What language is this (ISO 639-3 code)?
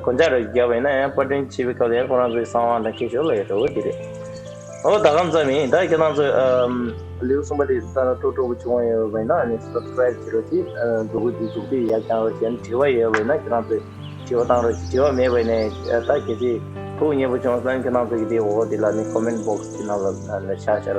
bod